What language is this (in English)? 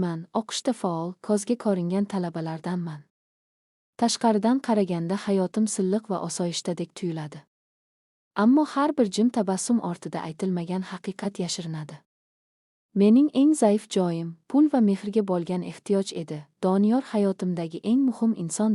Uzbek